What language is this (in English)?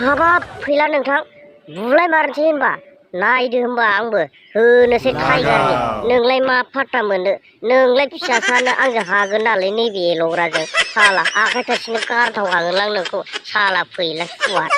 Bodo